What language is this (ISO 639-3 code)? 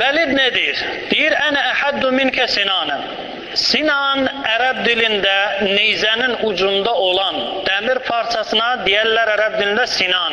aze